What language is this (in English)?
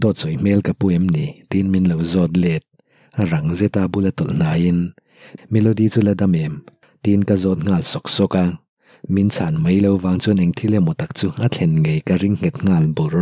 Mizo